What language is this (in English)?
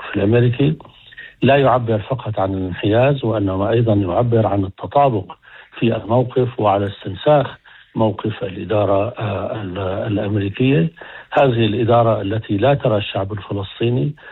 Arabic